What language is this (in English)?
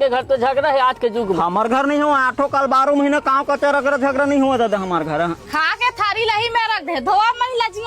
Chhattisgarhi